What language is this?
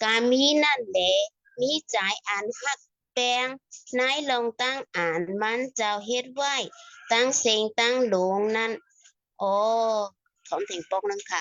Shan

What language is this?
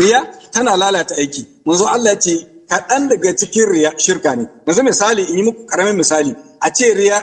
Hausa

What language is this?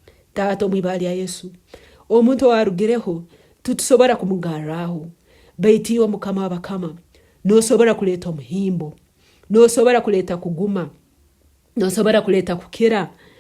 Nyankole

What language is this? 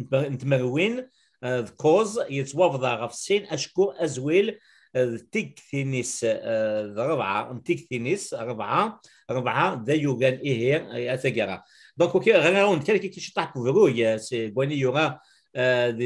Kabyle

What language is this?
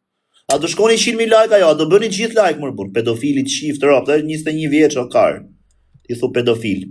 Albanian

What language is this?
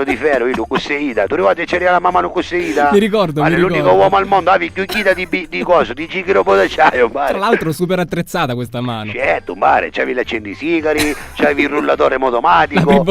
Sicilian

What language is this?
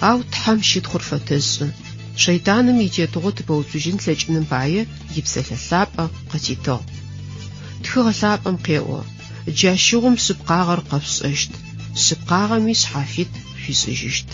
Adyghe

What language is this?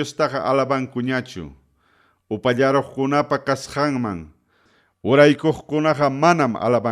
Ayacucho Quechua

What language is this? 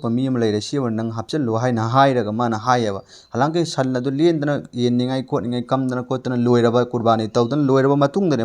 Manipuri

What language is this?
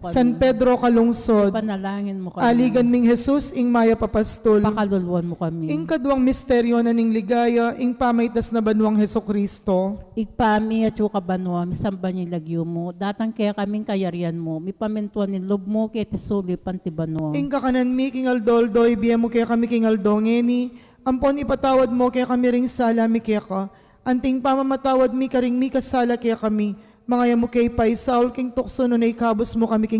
Pampanga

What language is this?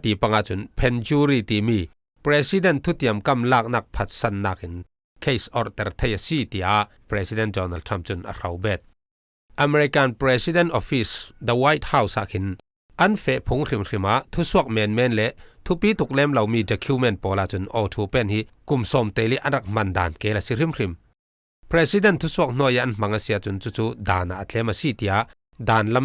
Falam Chin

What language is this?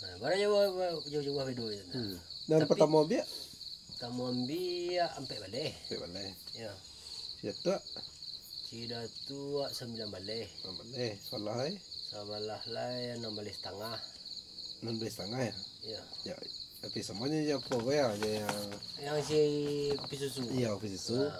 Minangkabau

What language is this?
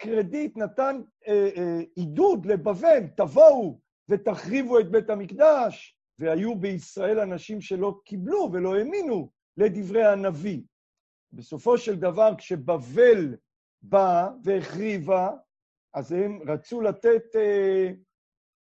Hebrew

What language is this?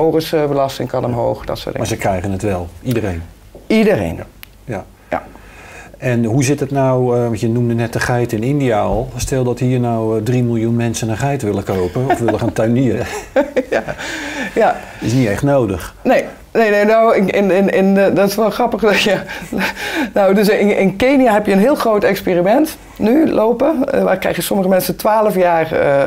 Dutch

